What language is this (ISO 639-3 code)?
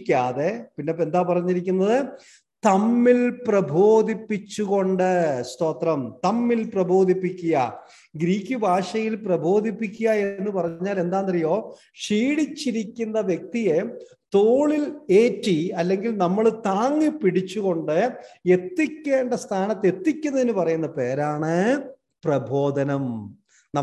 mal